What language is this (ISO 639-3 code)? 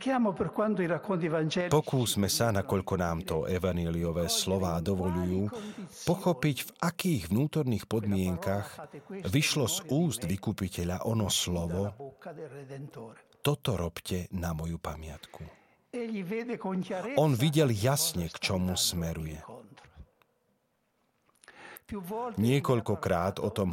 slk